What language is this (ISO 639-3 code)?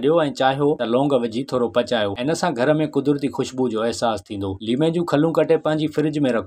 snd